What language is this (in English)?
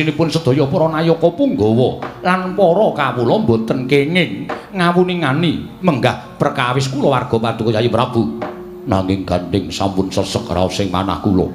Javanese